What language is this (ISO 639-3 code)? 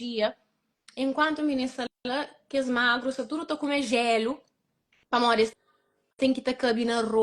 kea